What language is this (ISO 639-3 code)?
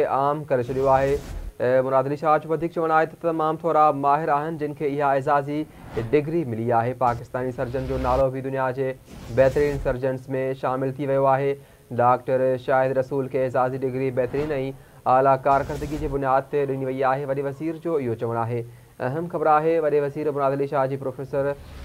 snd